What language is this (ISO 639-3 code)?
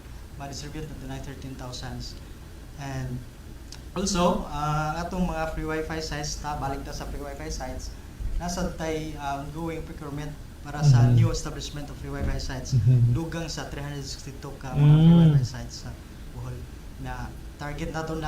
ceb